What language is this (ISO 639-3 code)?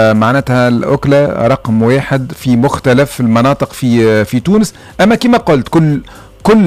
aeb